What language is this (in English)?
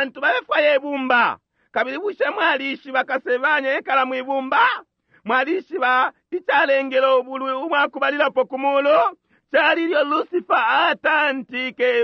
Bemba